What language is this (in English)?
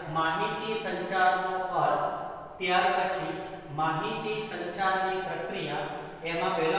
Gujarati